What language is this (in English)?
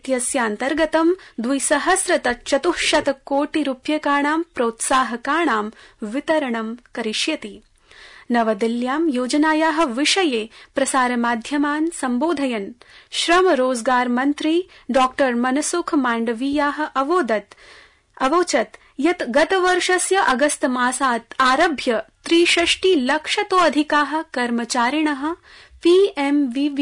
Sanskrit